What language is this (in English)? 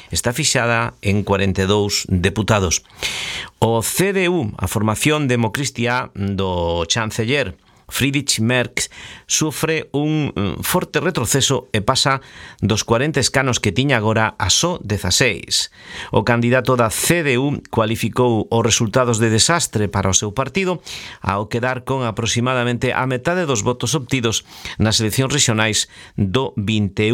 Galician